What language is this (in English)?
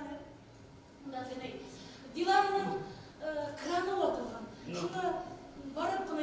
Bashkir